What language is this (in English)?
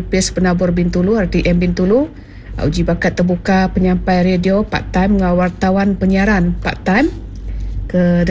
Iban